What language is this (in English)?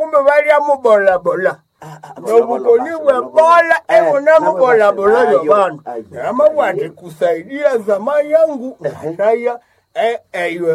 Nande